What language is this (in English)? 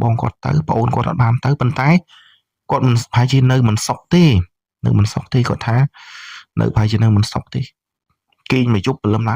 Khmer